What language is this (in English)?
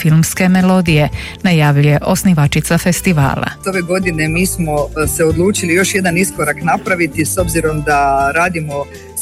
Croatian